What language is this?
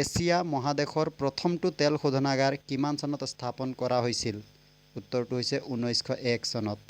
Assamese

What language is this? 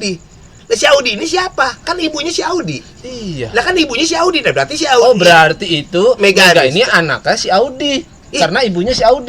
Betawi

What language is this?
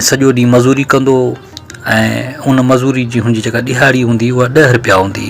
Sindhi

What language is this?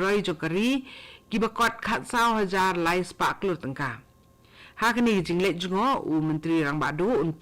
Khasi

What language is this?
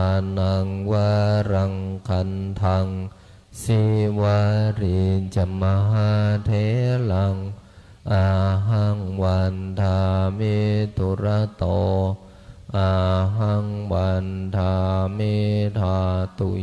Pali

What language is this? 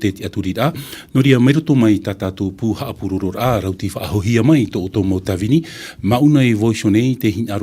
Tahitian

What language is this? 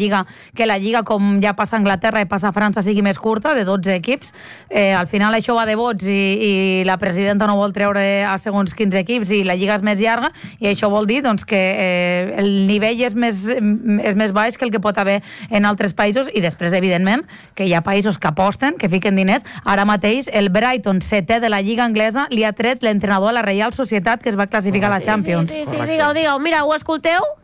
Catalan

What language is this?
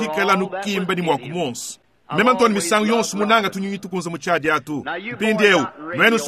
Luba-Lulua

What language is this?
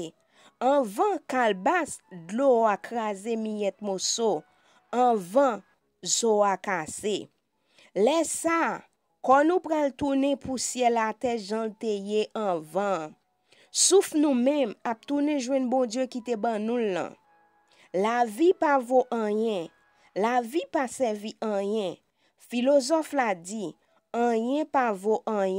Haitian Creole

